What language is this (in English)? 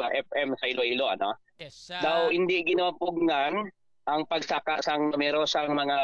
Hiligaynon